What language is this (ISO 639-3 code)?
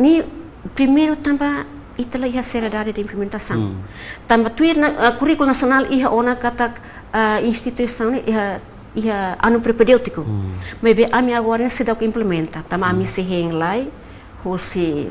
tet